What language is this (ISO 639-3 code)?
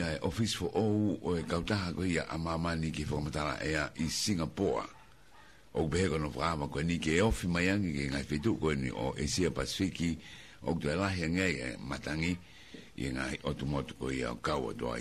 ton